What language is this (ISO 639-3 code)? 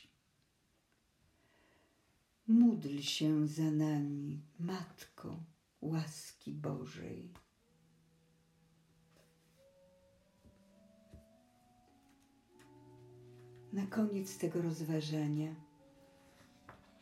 pol